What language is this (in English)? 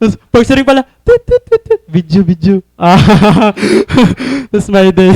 Waray